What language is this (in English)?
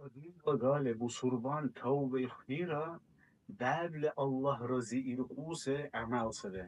Dargwa